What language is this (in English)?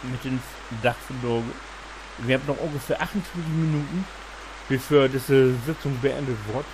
Low German